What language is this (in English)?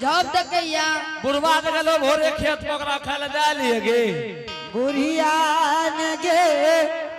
Angika